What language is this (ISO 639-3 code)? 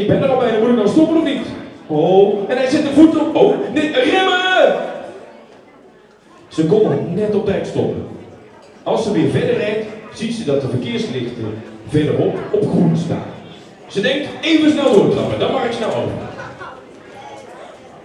nld